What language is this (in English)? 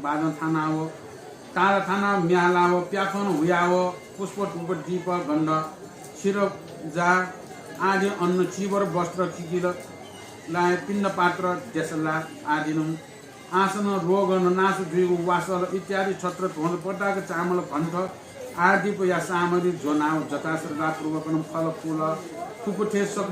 Newari